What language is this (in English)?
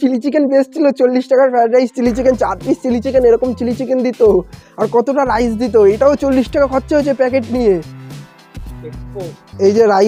Bangla